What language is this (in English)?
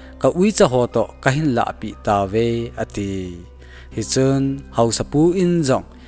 Thado Chin